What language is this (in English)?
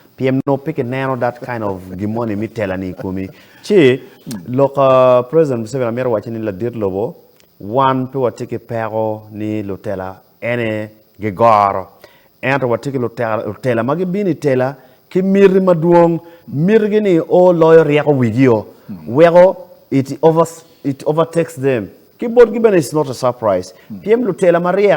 Acoli